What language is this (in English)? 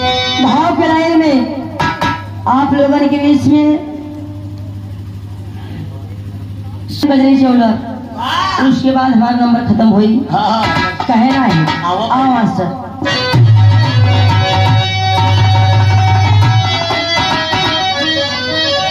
Bhojpuri